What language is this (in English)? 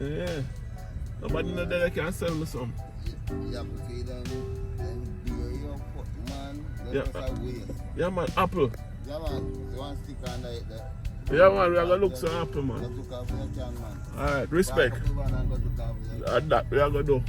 Jamaican Creole English